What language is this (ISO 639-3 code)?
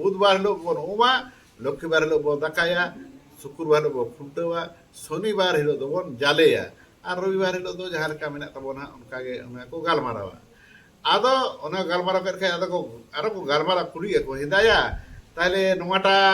sat